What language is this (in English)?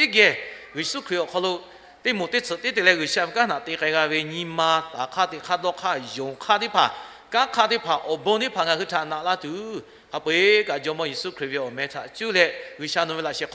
Lahu